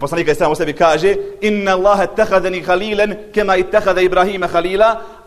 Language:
Bosnian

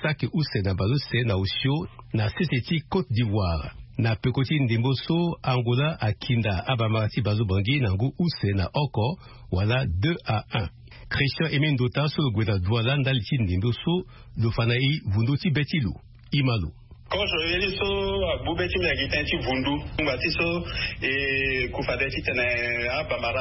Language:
Sango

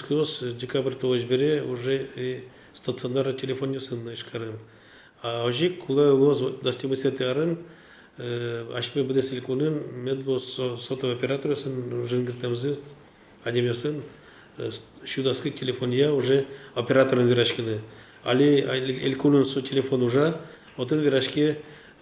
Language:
Udmurt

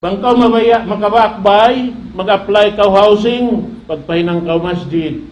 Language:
Tausug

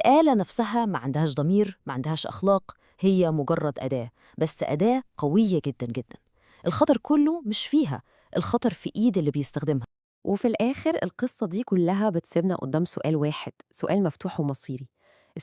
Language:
Egyptian Arabic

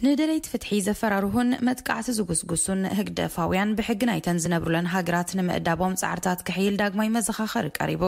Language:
Tigrinya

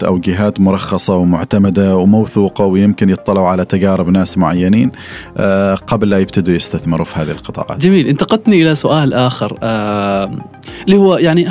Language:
Gulf Arabic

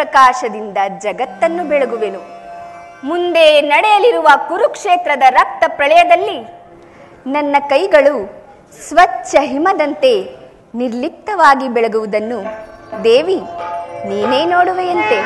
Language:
Kannada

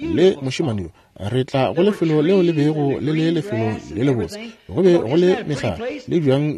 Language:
Northern Sotho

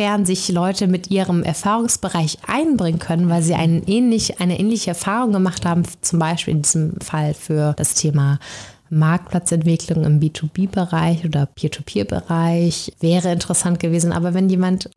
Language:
German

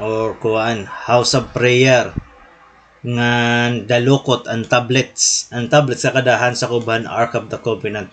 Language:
Waray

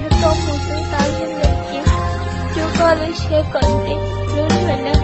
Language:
Hmong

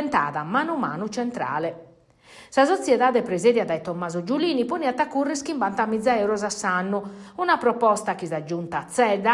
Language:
Sardinian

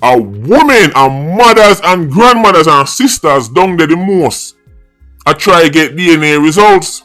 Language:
Jamaican Creole English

